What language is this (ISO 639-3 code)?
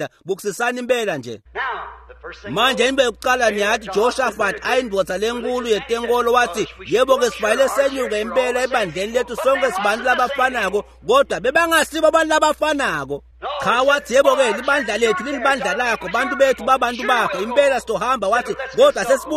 ssw